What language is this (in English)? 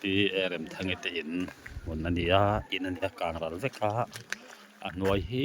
Mizo